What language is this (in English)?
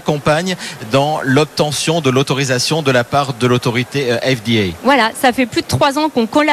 French